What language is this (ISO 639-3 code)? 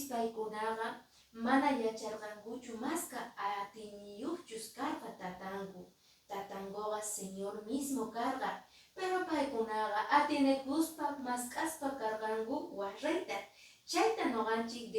que